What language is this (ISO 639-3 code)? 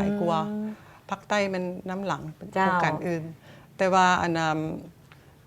lao